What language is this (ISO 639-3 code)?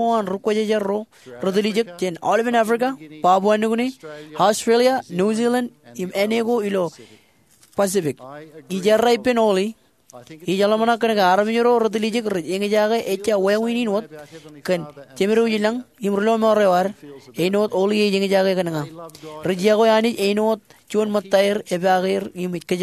mah